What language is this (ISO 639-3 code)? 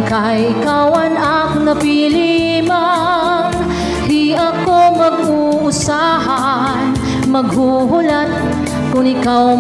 war